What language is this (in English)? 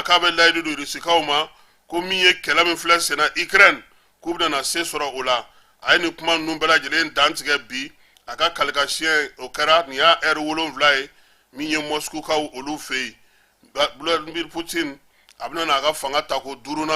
Bambara